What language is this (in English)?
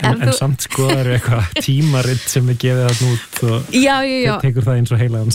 Icelandic